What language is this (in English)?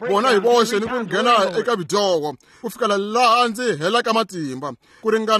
Tsonga